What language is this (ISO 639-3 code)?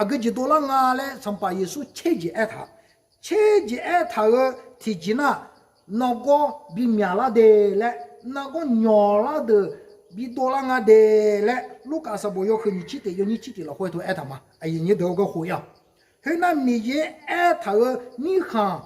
ahk